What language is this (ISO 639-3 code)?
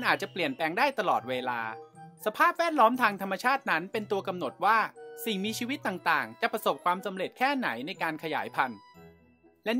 tha